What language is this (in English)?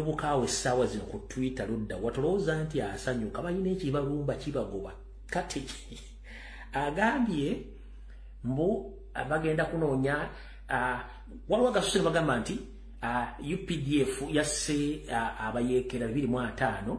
Ganda